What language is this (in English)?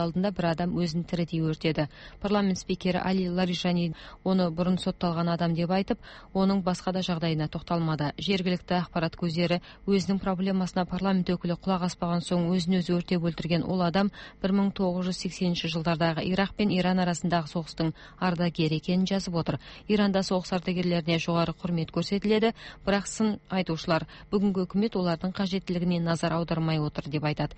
Kazakh